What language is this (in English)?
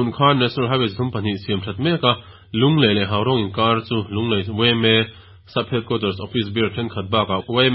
Mizo